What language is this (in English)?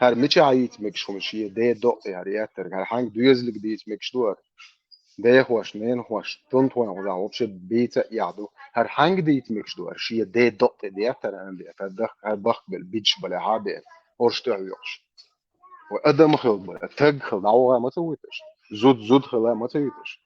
Chechen